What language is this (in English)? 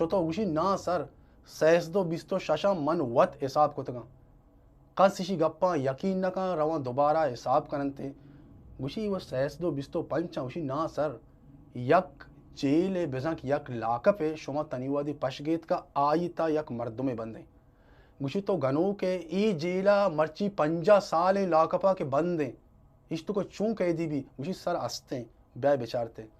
Baluchi